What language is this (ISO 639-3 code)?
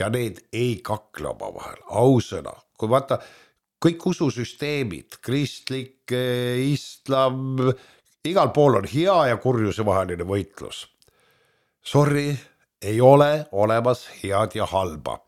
est